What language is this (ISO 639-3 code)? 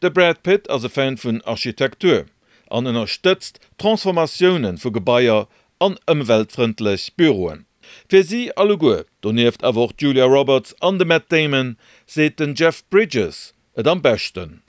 ltz